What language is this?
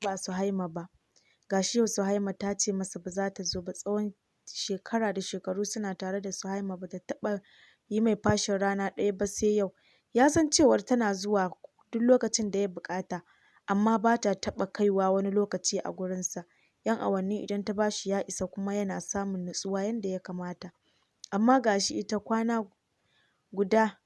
Hausa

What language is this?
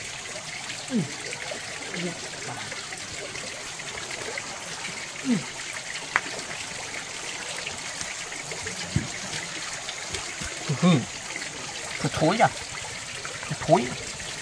Vietnamese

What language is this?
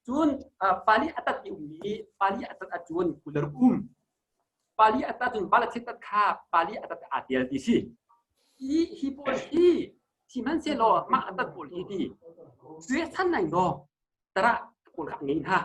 Hakha Chin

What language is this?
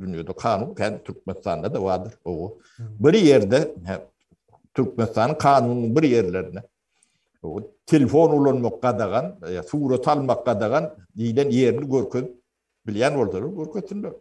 Turkmen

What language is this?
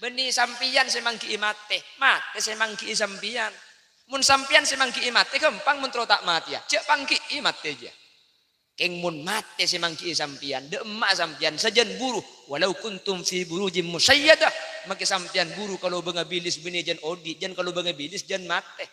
Madurese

